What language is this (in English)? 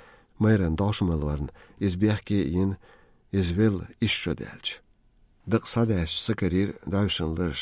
Chechen